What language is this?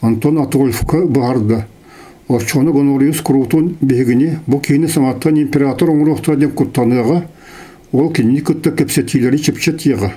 Yakut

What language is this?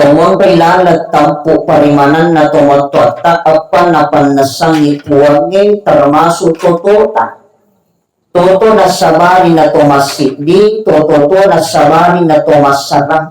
Buginese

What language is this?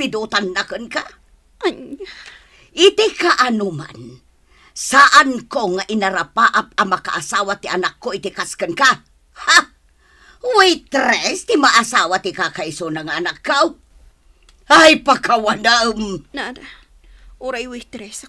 Iloko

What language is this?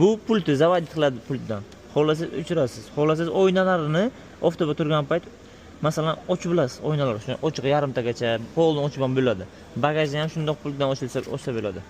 Uzbek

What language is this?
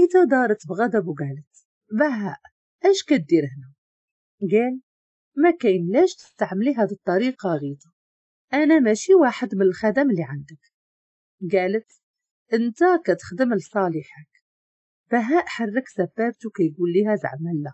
Moroccan Arabic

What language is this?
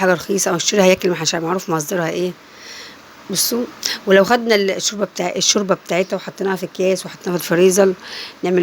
Egyptian Arabic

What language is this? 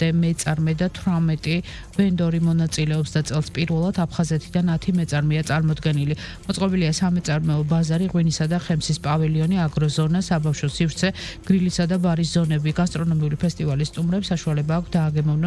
Georgian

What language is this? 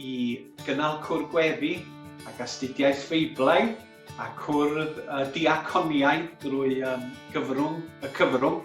Welsh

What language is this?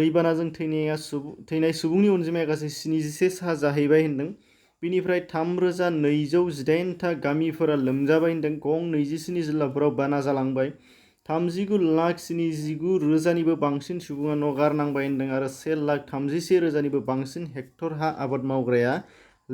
Bodo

